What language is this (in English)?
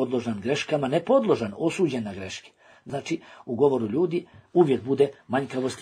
Bosnian